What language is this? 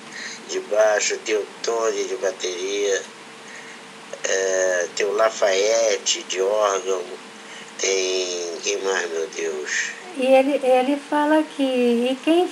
Portuguese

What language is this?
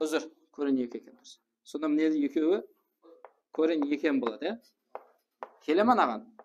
Kara-Kalpak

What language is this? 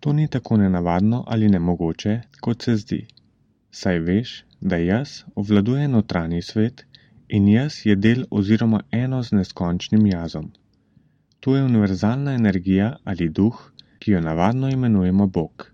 Slovenian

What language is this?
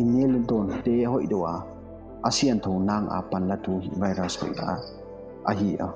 Paite Chin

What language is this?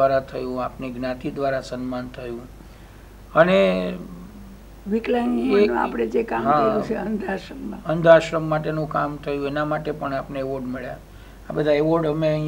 Gujarati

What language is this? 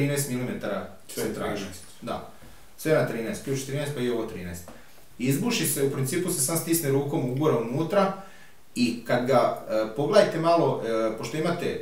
Croatian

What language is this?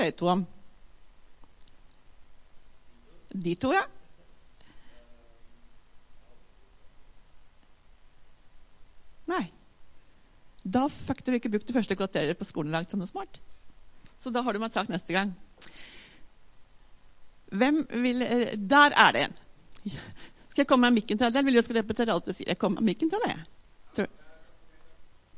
Norwegian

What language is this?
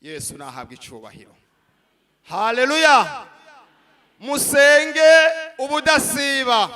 Rundi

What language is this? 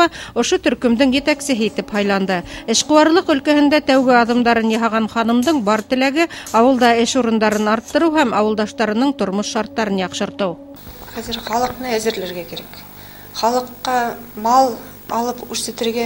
Bashkir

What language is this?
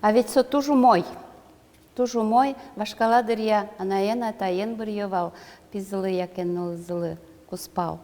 Udmurt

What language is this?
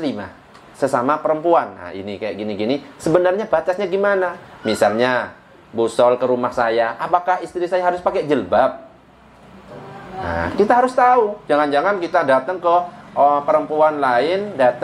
Indonesian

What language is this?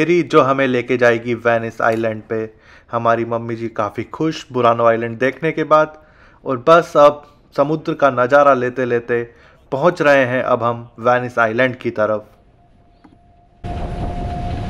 Hindi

